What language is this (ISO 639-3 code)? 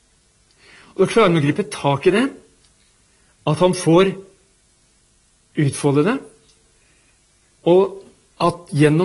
nor